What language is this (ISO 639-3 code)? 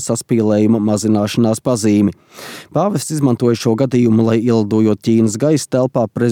lav